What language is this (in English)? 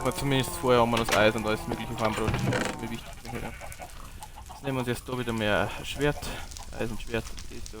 Bavarian